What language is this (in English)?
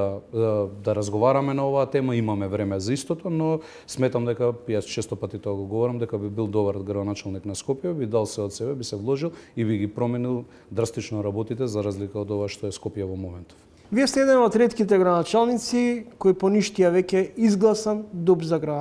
Macedonian